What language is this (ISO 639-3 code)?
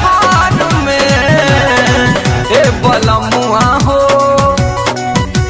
bho